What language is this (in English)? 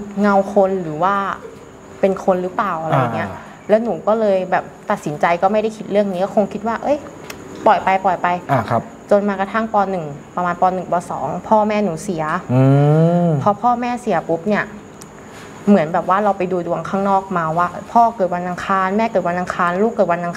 Thai